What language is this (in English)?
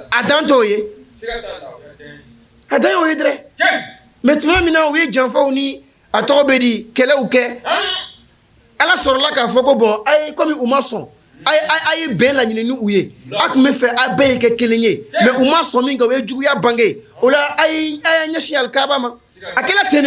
Bambara